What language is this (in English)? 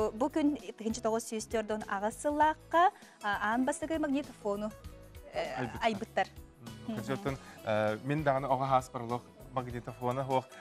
Yakut